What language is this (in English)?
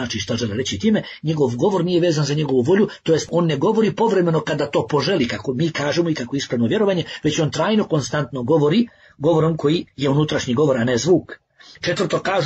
Bosnian